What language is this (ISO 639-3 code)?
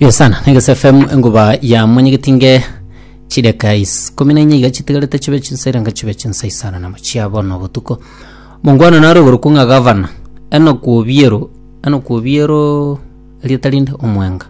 guz